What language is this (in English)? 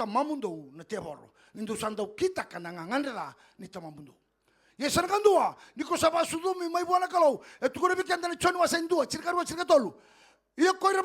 Fijian